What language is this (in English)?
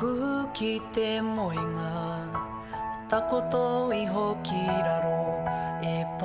Māori